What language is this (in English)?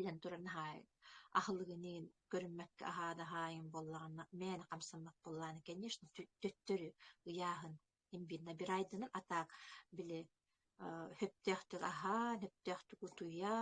Yakut